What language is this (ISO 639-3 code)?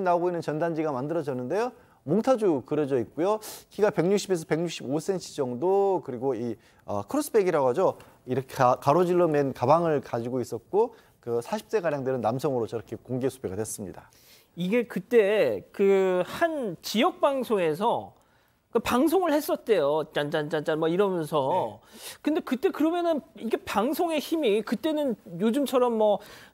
kor